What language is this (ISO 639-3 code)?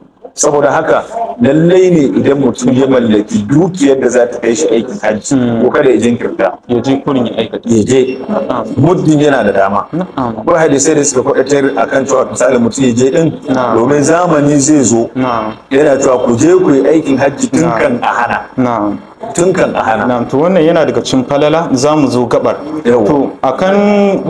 hau